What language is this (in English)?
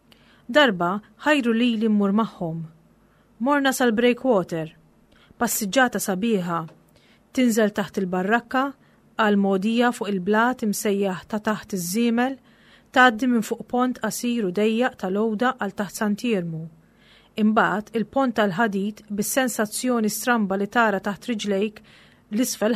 Maltese